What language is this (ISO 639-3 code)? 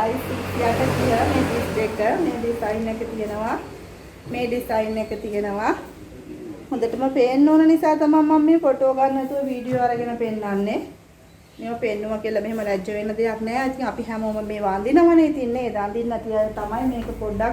sin